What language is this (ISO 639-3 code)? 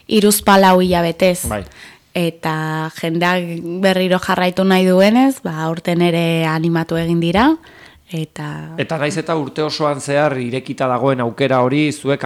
eus